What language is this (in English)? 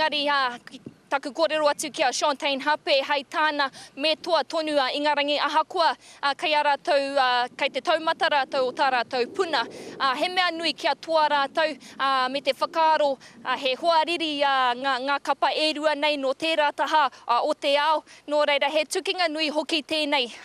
Māori